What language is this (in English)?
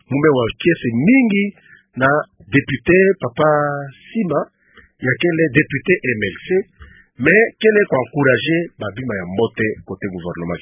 Kituba (Democratic Republic of Congo)